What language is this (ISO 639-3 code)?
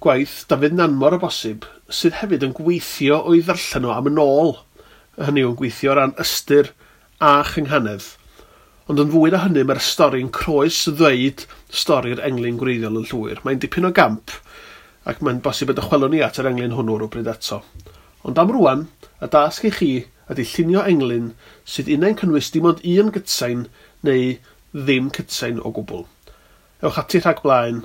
cym